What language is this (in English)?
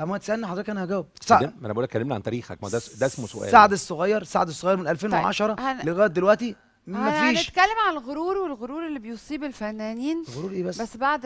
Egyptian Arabic